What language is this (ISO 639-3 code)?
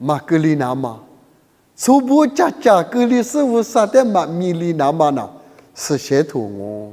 lis